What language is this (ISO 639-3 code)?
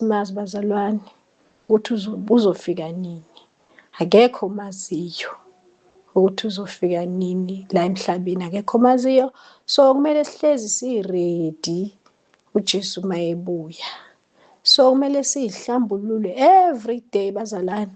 zul